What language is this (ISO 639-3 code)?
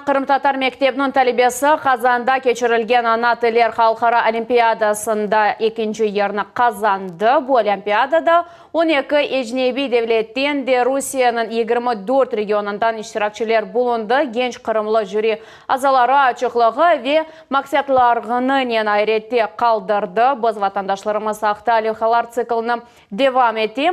crh